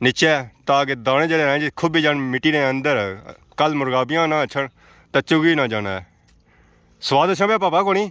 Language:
Pahari-Potwari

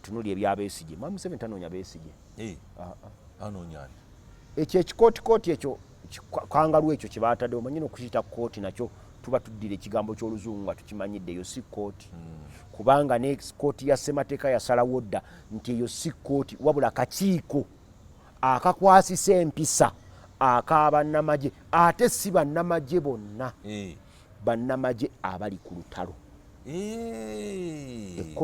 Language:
Ganda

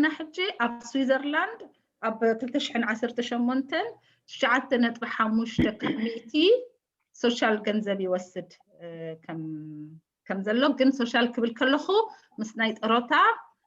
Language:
Tigrinya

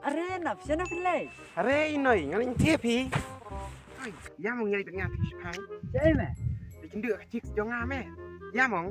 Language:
Khasi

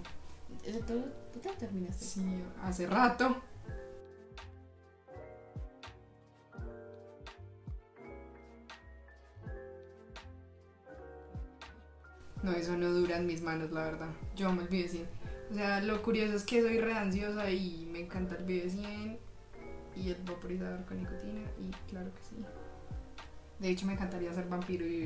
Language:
Spanish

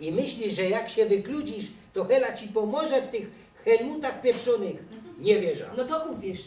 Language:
Silesian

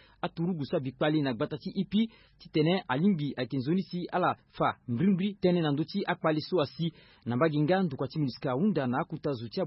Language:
Sango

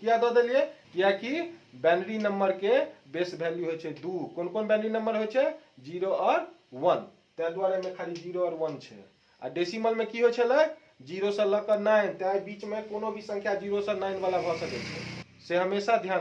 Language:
Maithili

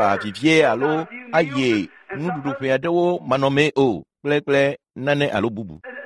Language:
Ewe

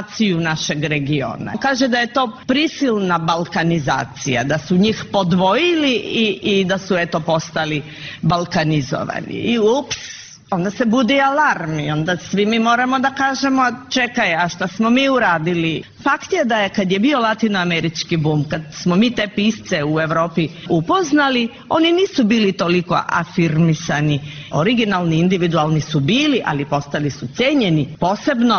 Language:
Serbian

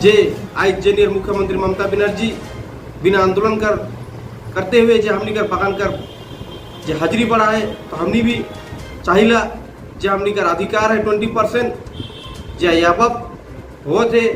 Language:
Sadri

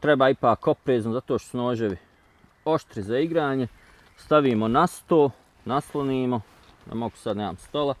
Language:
Bosnian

